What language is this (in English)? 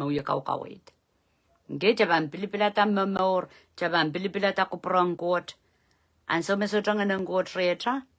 Pohnpeian